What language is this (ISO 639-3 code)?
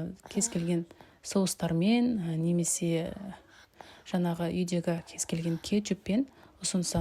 kaz